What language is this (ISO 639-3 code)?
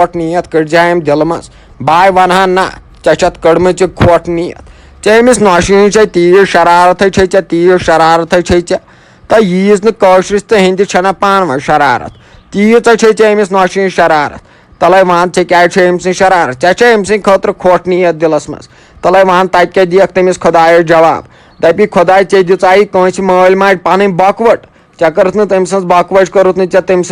kas